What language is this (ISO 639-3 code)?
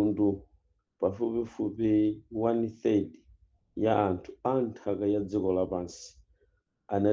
nya